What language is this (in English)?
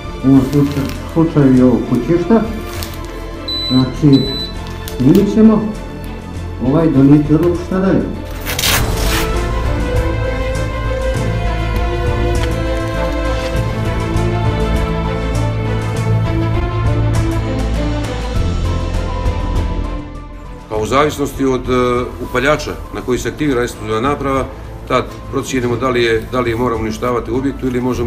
Bosnian